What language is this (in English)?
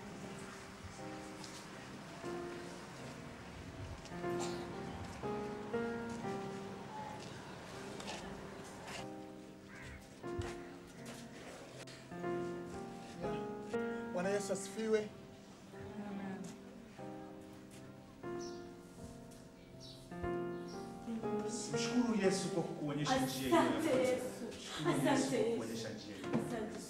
Swahili